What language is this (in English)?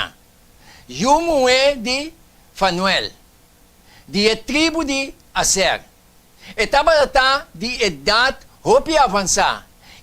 Papiamento